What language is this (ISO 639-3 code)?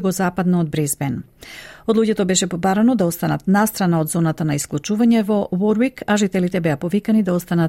mkd